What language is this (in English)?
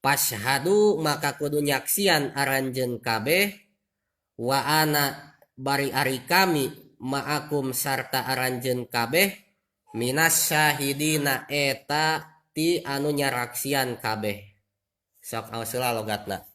Sundanese